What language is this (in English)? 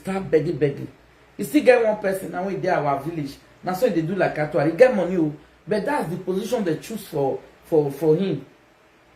Nigerian Pidgin